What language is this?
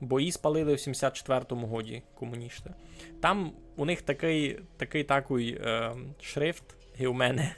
Rusyn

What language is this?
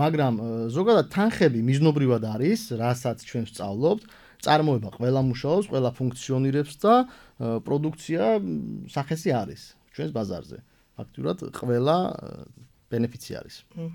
Georgian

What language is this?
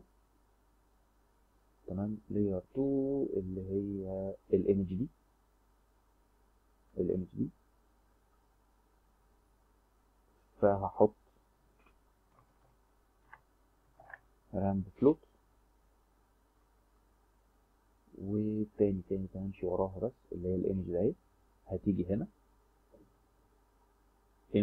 Egyptian Arabic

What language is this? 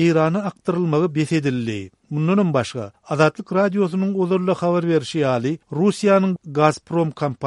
Turkmen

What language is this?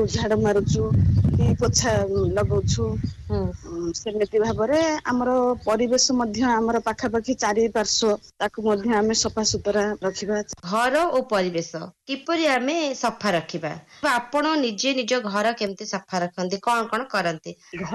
Odia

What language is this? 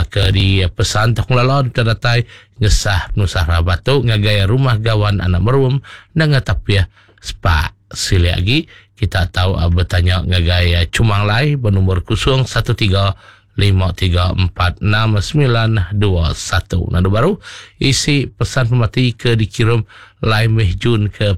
Iban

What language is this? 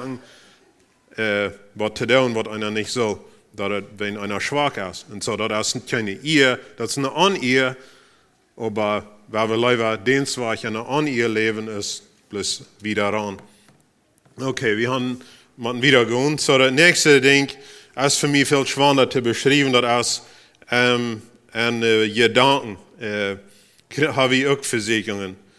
Plautdietsch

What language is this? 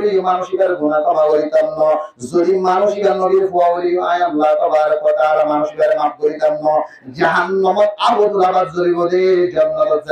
Rohingya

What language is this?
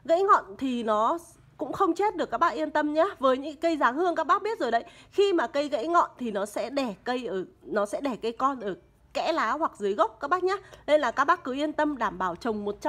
Vietnamese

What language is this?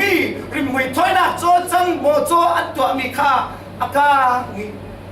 Falam Chin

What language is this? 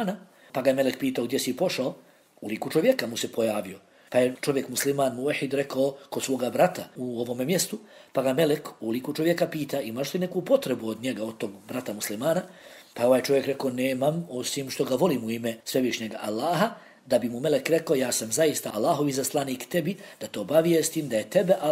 Bosnian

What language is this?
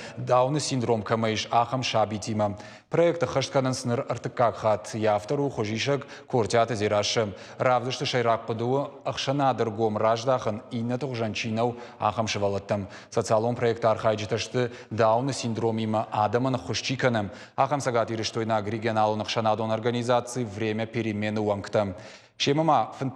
Ossetic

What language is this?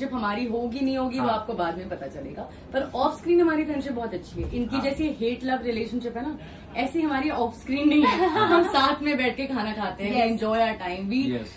Hindi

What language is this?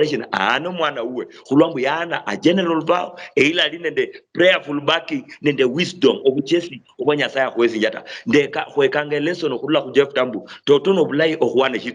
Luyia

